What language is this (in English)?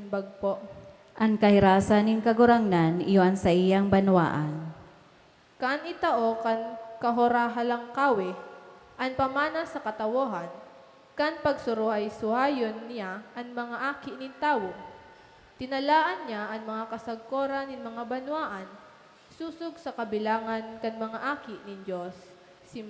Bikol